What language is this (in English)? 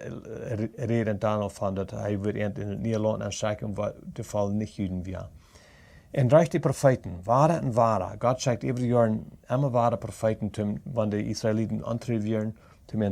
Plautdietsch